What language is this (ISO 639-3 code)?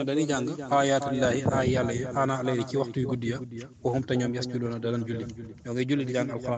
wol